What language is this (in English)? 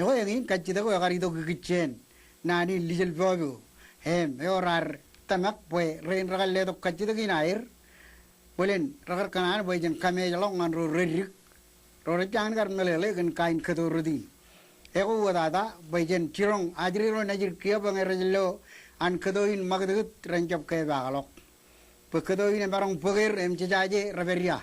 Marshallese